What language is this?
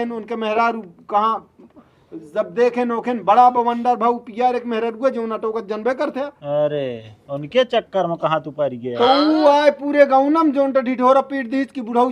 Awadhi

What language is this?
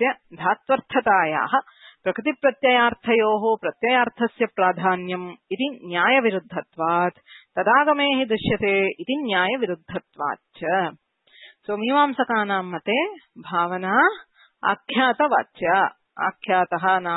Sanskrit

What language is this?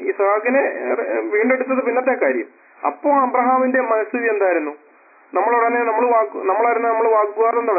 Malayalam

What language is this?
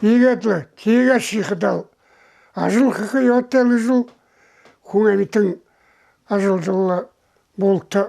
Buriat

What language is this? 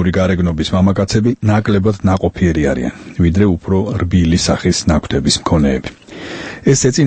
Georgian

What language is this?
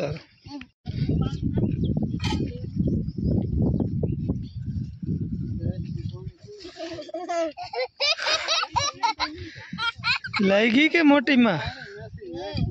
Gujarati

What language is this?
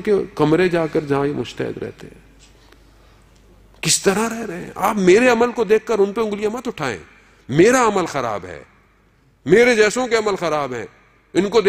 Urdu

